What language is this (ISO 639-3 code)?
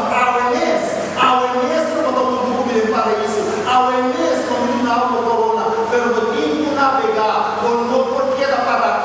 pap